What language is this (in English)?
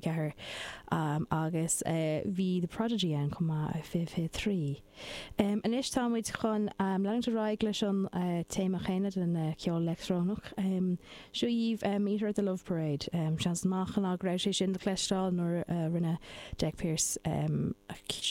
Irish